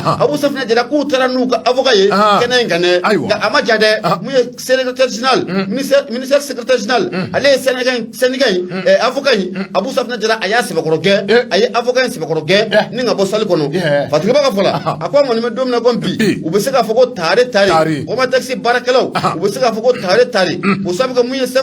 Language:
Bambara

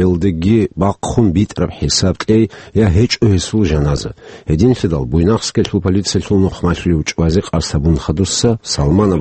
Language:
Avaric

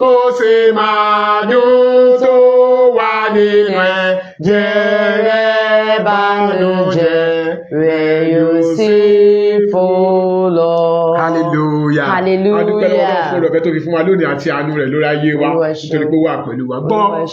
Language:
Yoruba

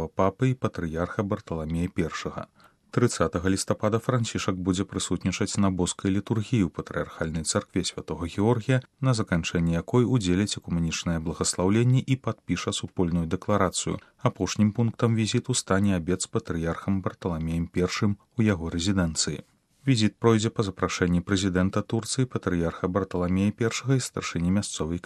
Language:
Belarusian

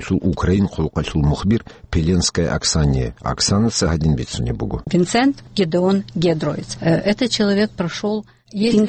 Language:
Avaric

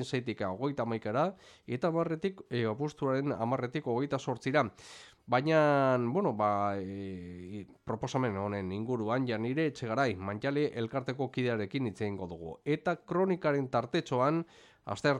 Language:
Basque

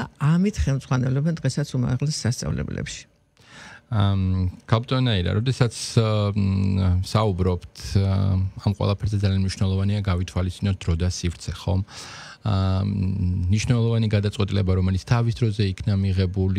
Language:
Georgian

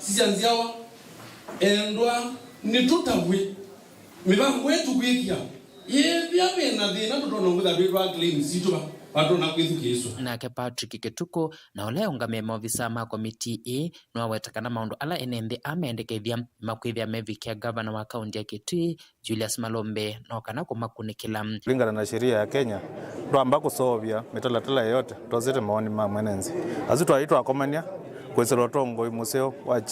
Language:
Kamba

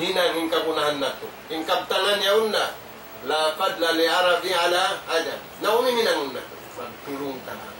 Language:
Tausug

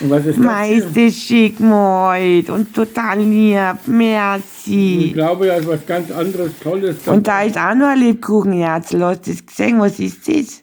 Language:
Bavarian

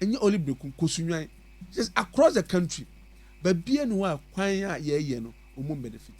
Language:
Akan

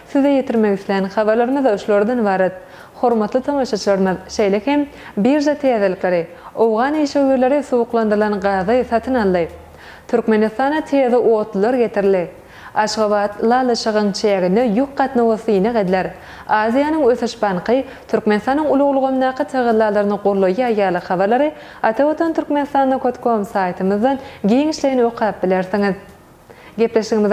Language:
Turkmen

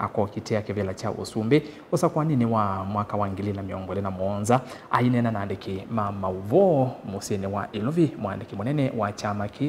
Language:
Kamba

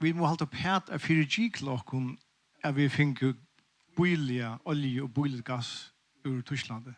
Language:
Faroese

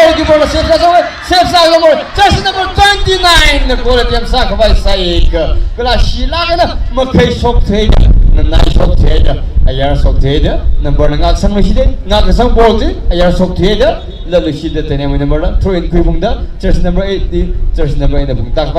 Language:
Tangkhul Naga (India)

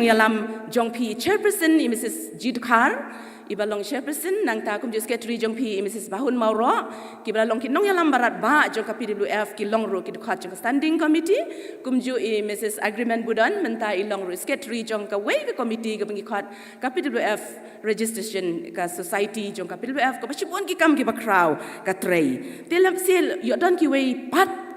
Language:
Khasi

